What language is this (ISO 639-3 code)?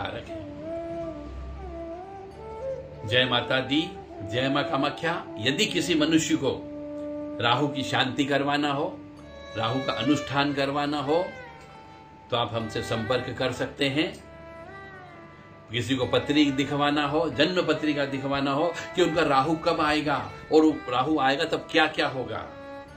hin